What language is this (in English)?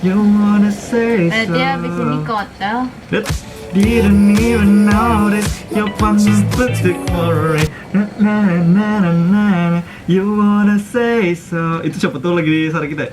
Banjar